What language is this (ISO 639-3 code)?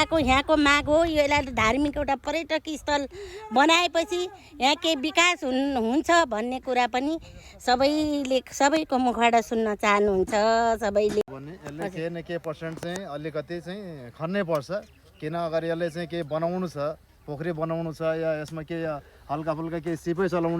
nep